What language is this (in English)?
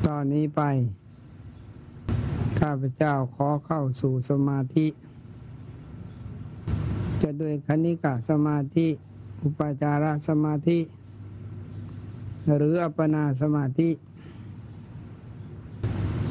Thai